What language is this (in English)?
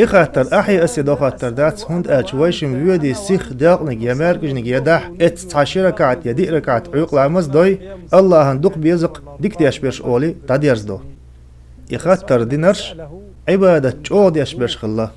Chechen